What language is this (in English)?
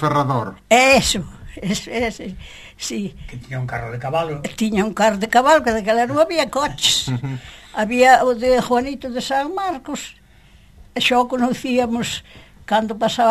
Galician